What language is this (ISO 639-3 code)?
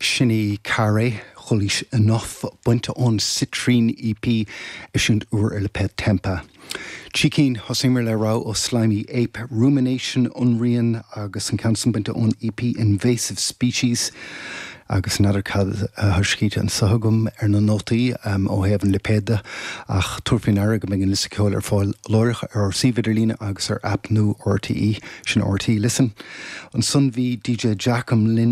gle